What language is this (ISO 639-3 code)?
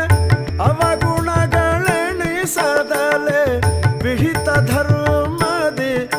kan